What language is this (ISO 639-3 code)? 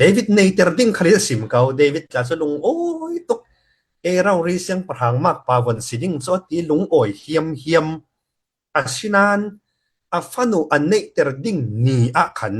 cfm